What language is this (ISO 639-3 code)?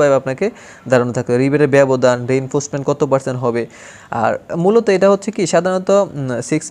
ben